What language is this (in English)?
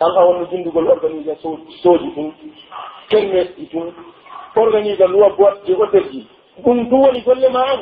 Pular